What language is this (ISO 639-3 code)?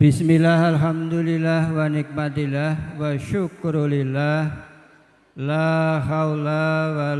jav